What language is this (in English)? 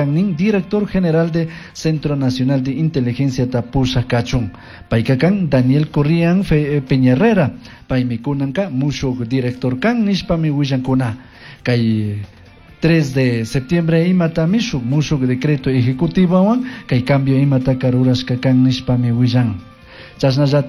Chimborazo Highland Quichua